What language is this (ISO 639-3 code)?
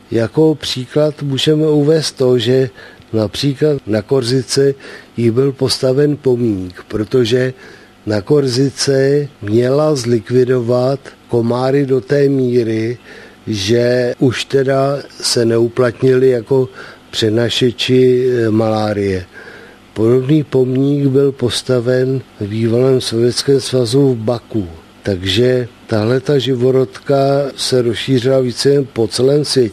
ces